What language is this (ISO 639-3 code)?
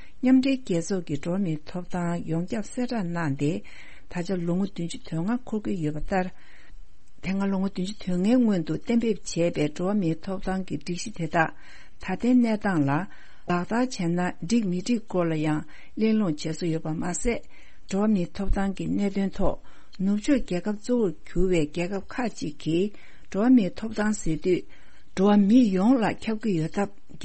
bod